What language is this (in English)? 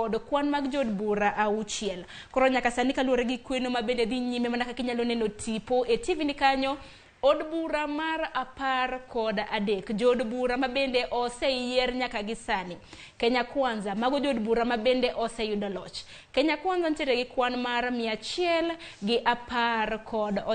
Luo (Kenya and Tanzania)